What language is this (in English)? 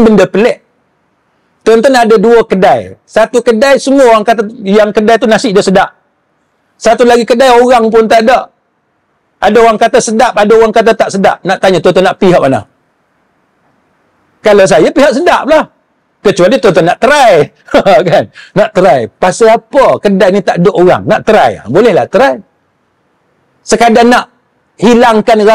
Malay